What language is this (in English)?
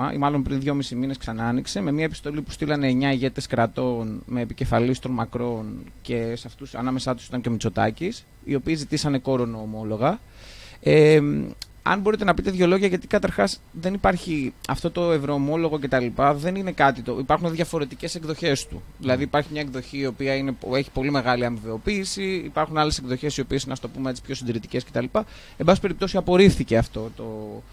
Greek